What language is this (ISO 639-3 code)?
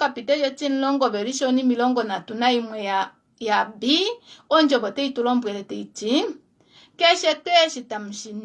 kua